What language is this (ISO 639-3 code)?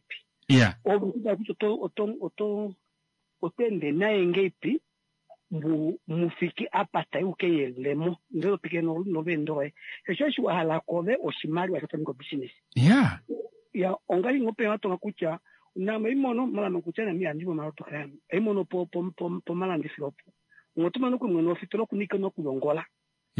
kua